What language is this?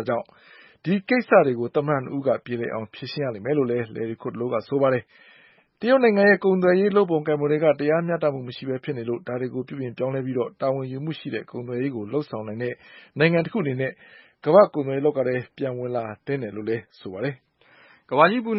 Burmese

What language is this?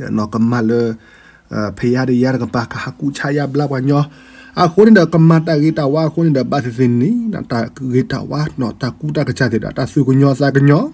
S'gaw Karen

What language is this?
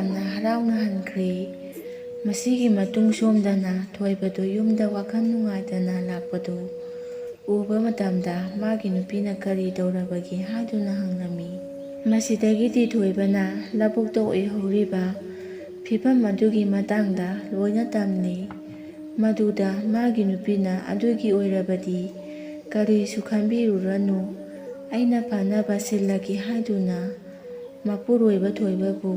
Manipuri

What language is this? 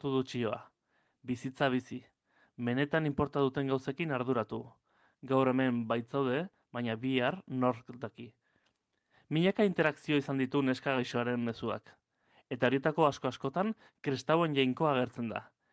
Basque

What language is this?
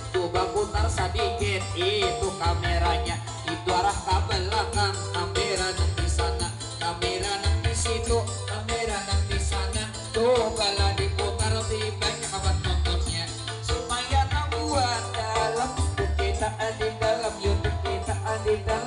Banjar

